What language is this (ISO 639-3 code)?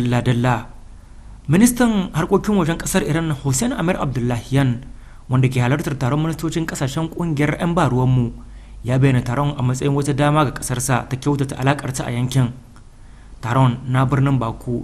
hau